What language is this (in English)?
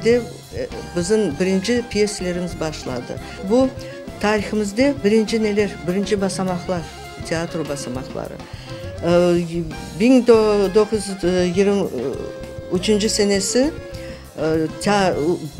Crimean Tatar